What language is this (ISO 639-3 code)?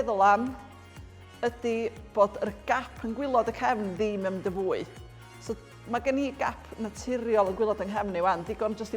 cym